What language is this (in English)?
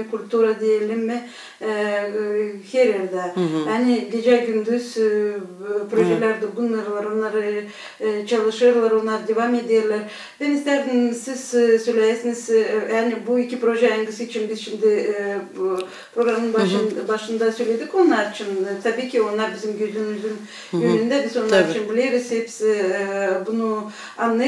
Gagauz